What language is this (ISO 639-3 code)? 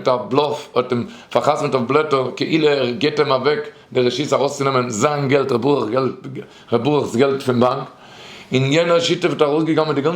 yid